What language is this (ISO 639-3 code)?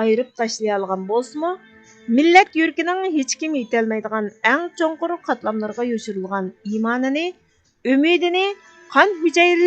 uig